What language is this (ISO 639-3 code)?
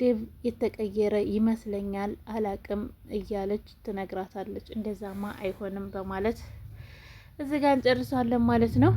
amh